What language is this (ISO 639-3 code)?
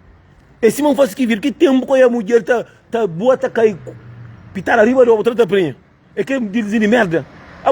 kea